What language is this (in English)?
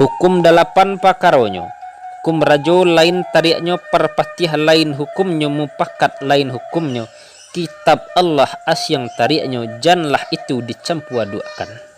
Minangkabau